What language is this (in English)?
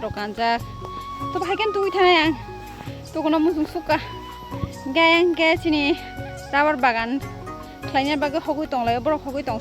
Kok Borok